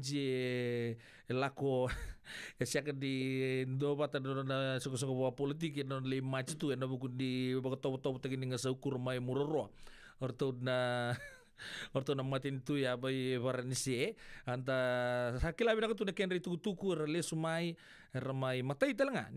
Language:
Fijian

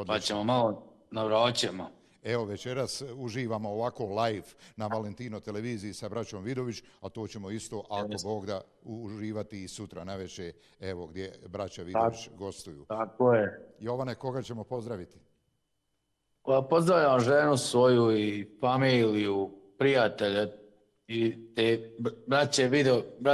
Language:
Bosnian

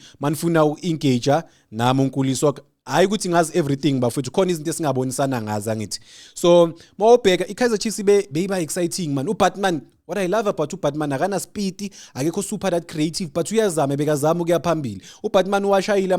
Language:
Zulu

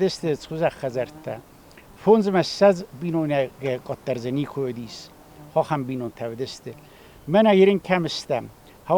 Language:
Ossetic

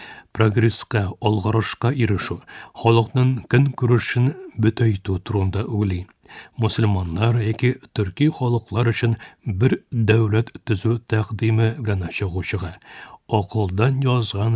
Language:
Tatar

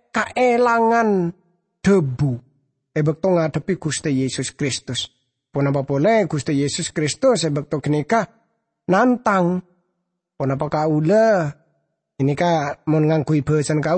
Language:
Madurese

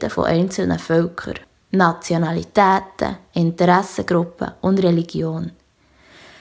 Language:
Swiss German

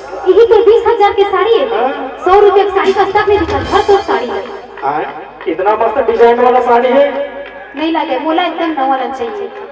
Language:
Chhattisgarhi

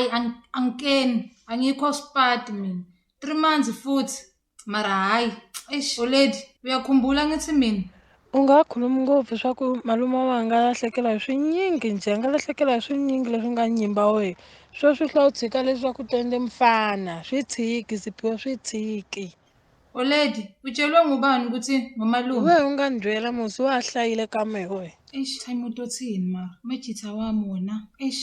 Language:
Zulu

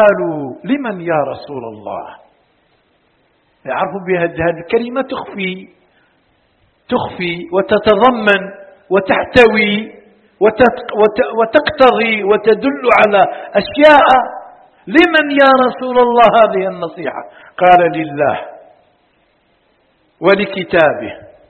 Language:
Arabic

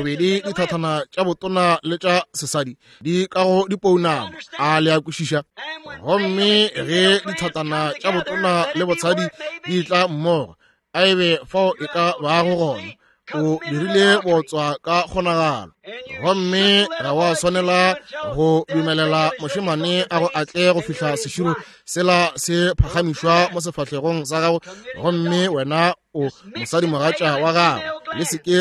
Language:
Northern Sotho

